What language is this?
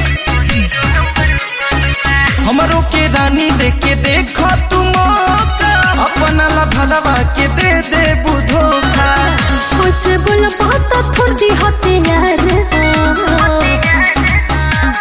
Bhojpuri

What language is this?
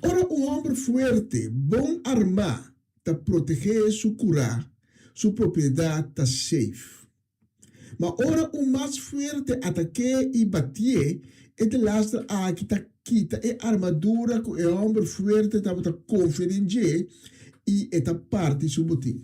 Papiamento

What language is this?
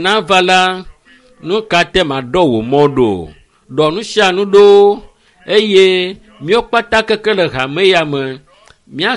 Ewe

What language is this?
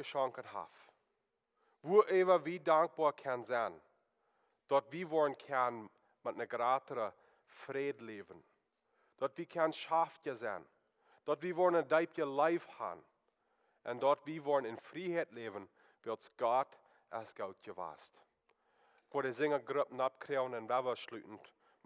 Plautdietsch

